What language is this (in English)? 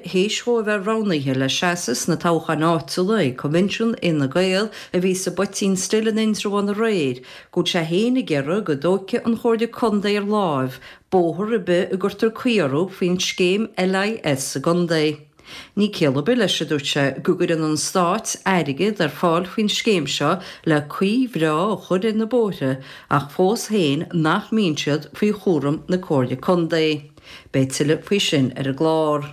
Irish